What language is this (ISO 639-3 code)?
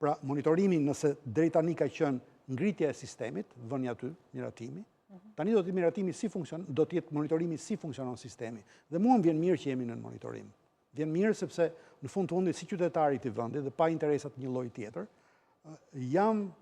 sqi